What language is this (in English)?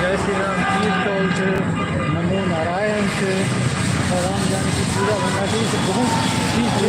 Maithili